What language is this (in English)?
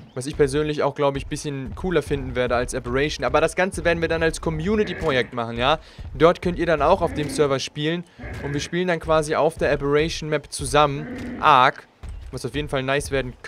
German